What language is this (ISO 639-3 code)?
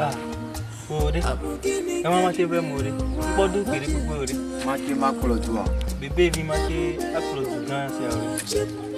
ewe